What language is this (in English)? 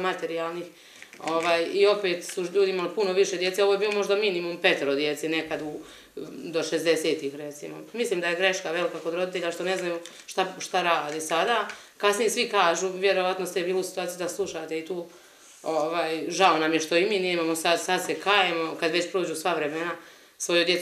Bosnian